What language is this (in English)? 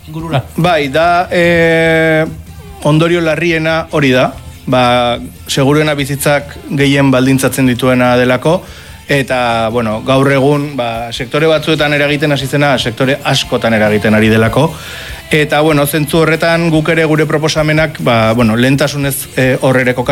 Basque